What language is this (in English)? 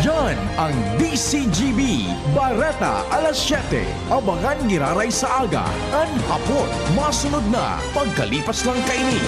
Bikol